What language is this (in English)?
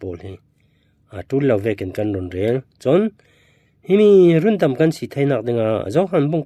Falam Chin